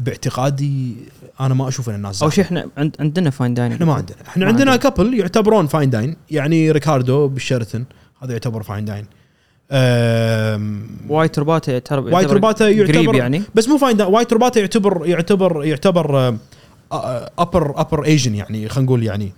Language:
Gulf Arabic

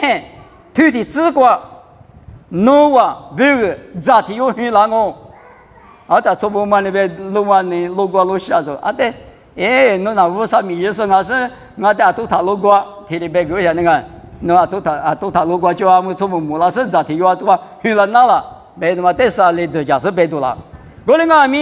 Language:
Lisu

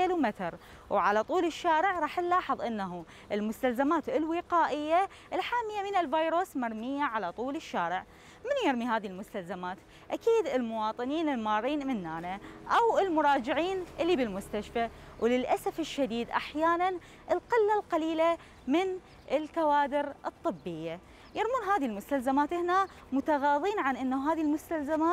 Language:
Mesopotamian Arabic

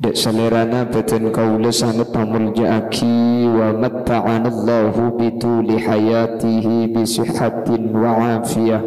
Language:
Madurese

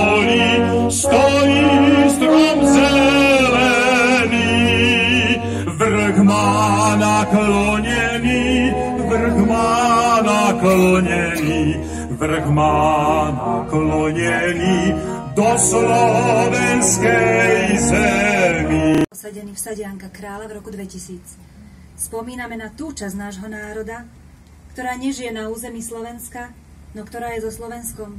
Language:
Slovak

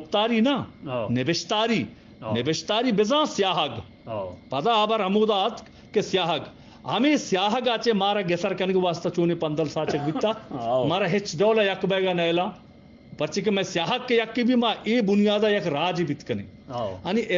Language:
Eastern Balochi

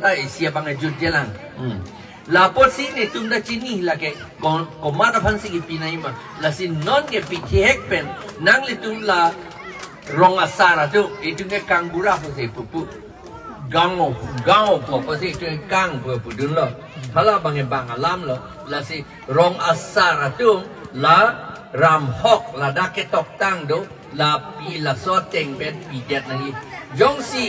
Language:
Karbi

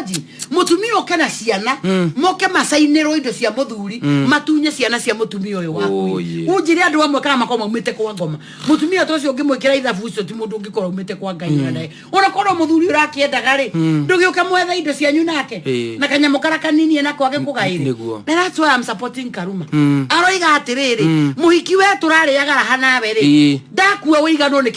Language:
Kikuyu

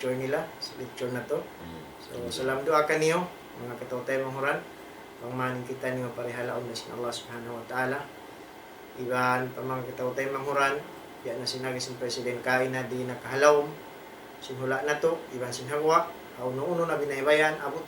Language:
Tausug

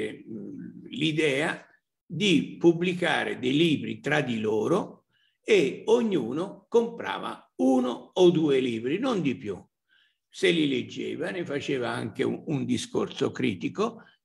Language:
Italian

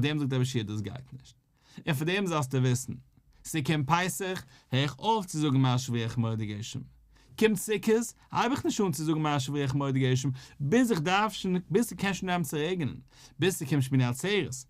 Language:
Yiddish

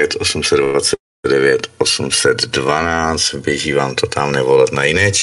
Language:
Czech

